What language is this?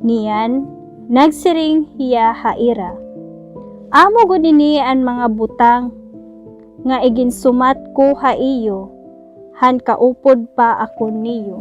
Waray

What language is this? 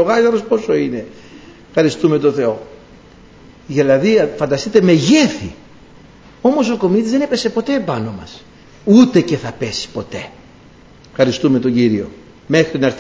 Greek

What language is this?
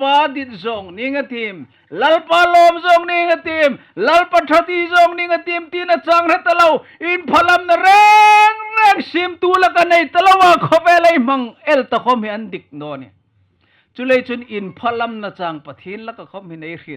Hmar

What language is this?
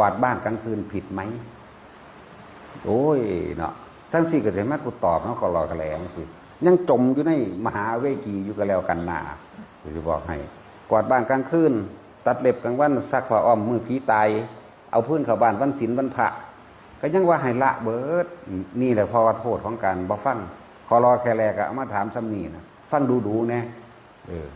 Northeastern Thai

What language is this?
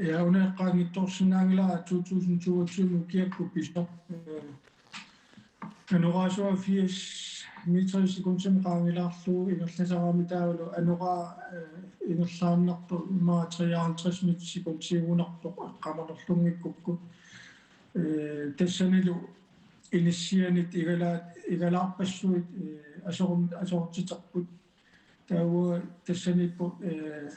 Kalaallisut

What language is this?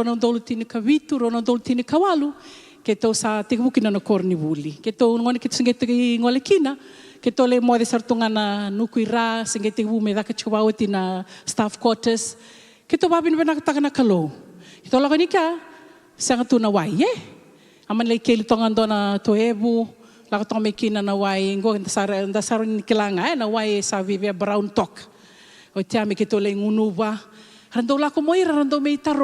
Fijian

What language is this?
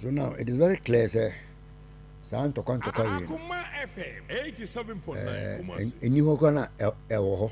Akan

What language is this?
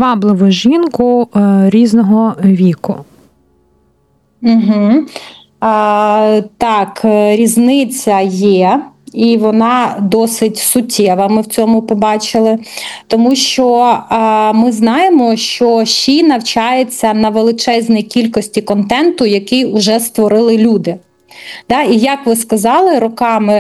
Ukrainian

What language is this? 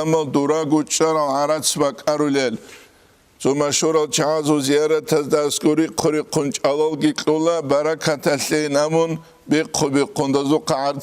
Avaric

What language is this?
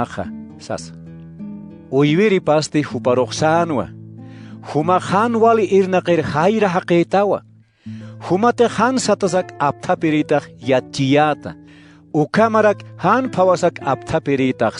Aymara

